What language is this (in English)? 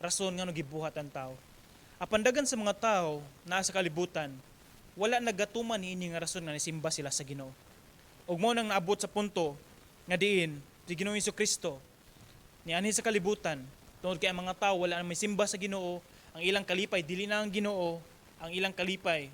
Cebuano